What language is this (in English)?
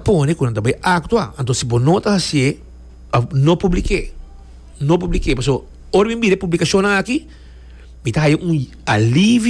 Papiamento